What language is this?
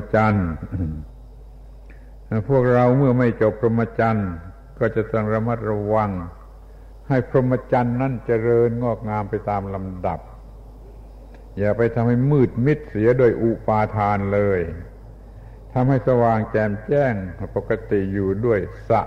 Thai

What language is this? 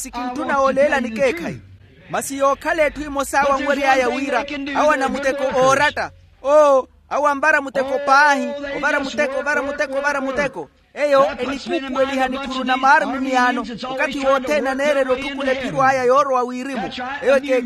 Makhuwa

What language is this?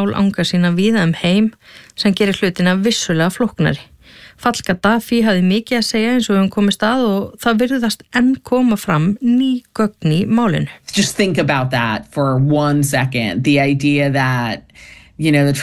Icelandic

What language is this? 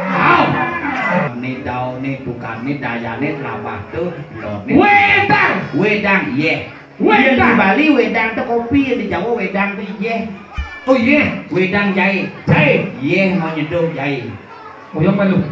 Balinese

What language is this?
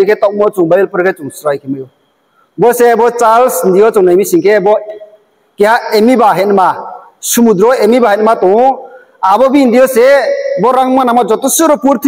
Riang (India)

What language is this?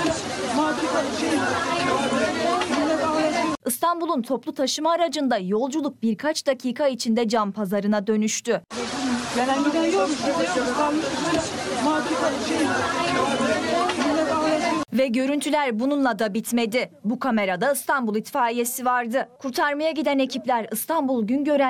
Turkish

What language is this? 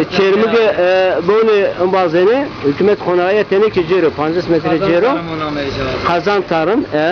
Zaza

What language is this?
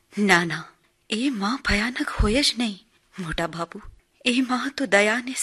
Gujarati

